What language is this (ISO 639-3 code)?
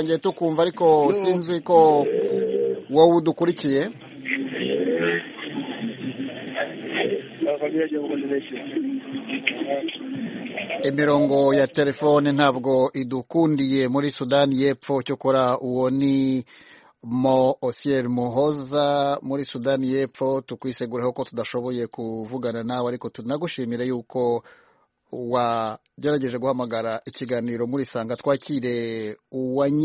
kin